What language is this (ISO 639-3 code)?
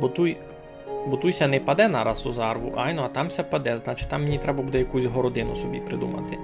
rue